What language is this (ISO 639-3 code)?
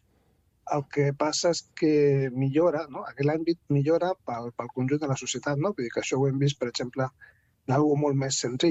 cat